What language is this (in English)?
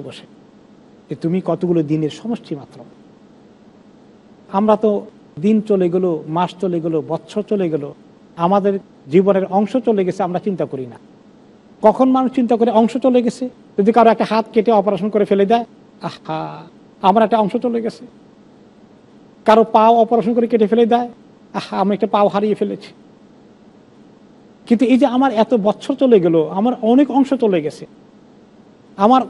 Bangla